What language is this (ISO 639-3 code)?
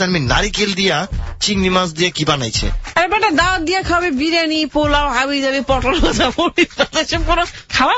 ben